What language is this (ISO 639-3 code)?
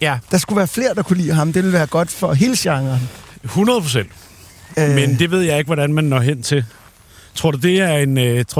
dan